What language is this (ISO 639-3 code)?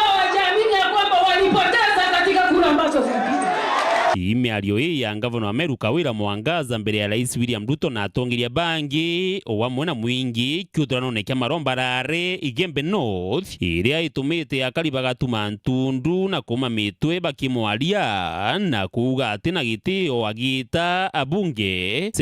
mer